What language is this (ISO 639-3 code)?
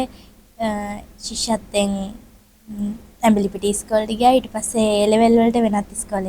sin